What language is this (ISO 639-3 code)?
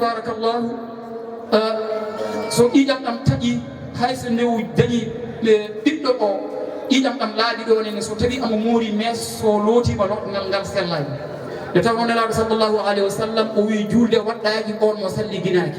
ful